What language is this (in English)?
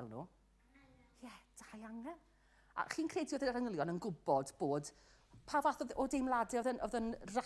Welsh